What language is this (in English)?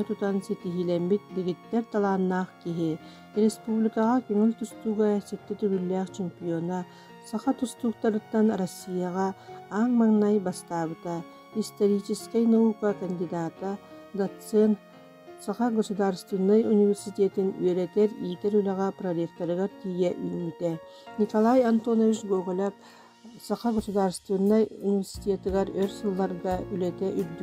Yakut